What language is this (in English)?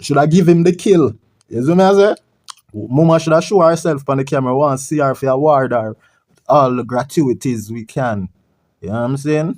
Jamaican Creole English